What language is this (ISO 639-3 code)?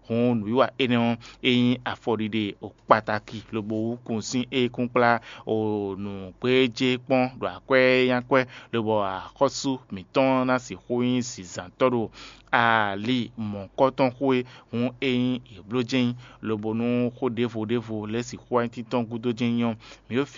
fon